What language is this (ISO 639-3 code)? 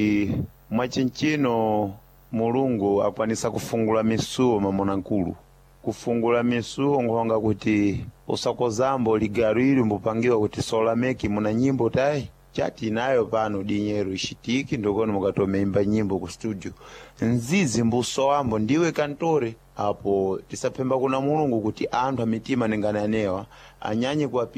seh